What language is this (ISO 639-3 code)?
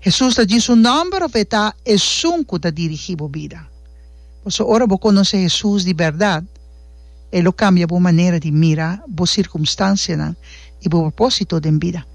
pap